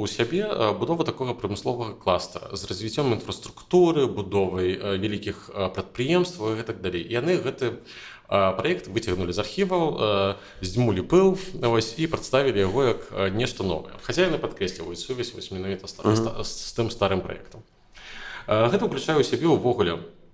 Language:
Belarusian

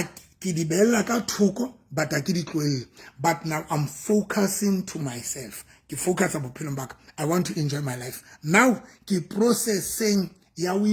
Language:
Southern Sotho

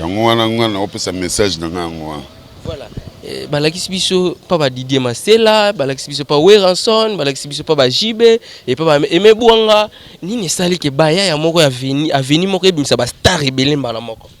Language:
Lingala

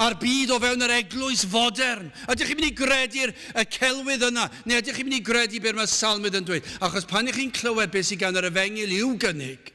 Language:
Welsh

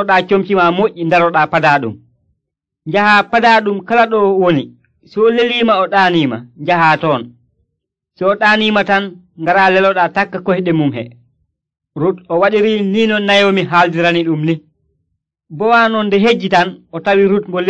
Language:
Nigerian Fulfulde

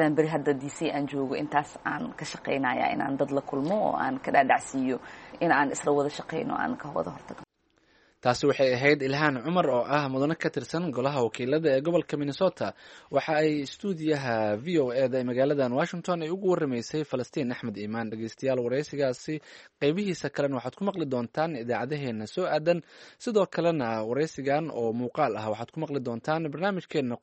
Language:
Somali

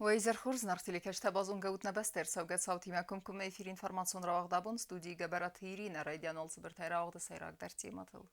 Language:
Ossetic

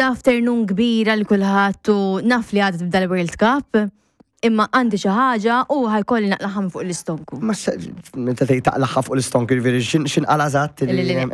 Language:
Maltese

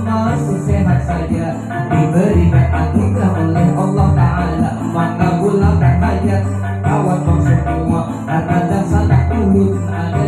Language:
Banjar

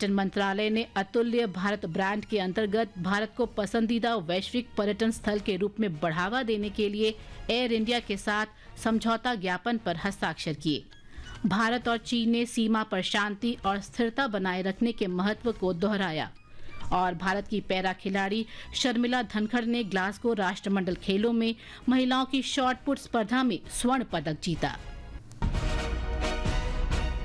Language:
Hindi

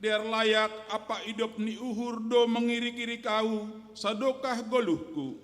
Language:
Batak Simalungun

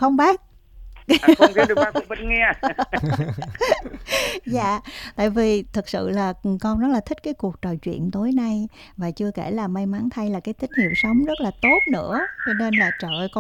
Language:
Vietnamese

